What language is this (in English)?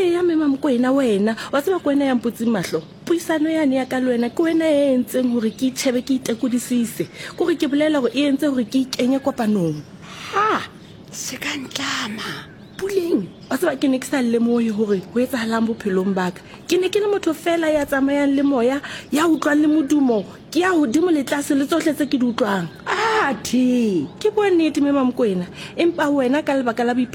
Southern Sotho